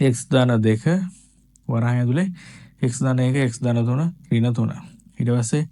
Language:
Sinhala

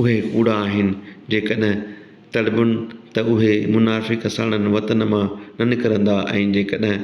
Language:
Sindhi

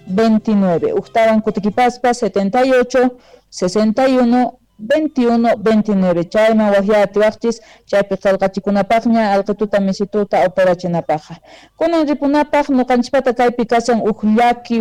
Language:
South Bolivian Quechua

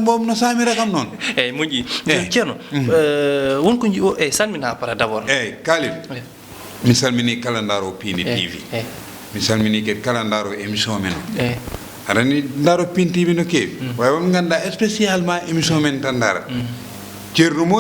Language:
Fula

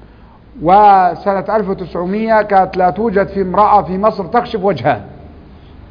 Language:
Arabic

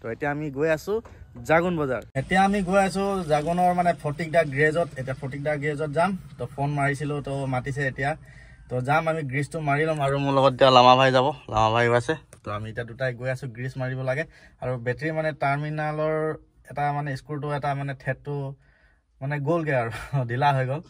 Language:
Assamese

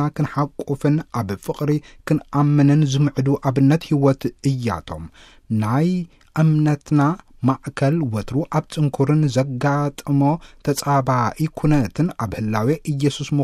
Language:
Tigrinya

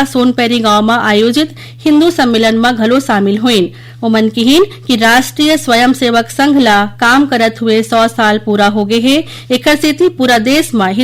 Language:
Chhattisgarhi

